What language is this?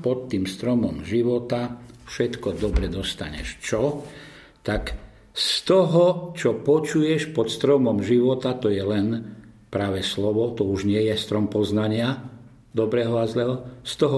Slovak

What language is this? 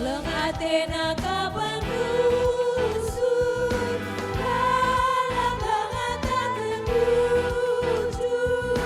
Batak Karo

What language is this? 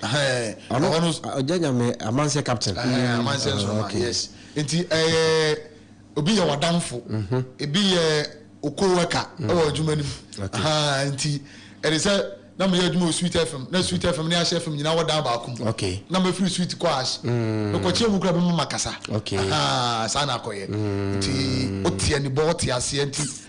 Akan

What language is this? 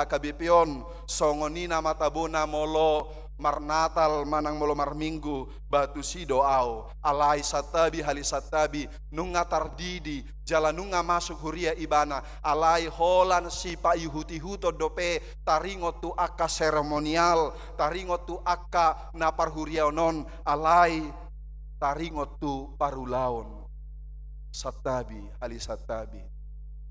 Batak Toba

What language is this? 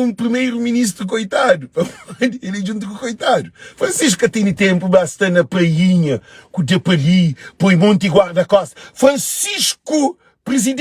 Kabuverdianu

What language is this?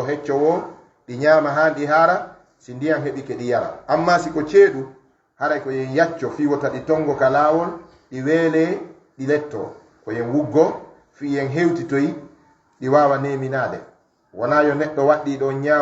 Fula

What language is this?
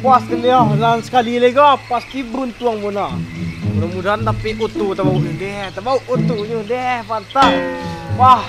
Minangkabau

